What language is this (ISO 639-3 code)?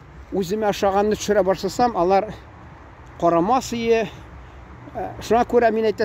tat